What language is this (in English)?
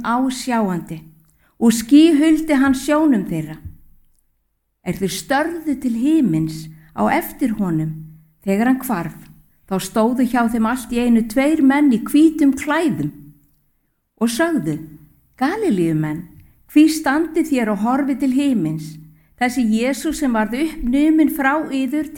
Icelandic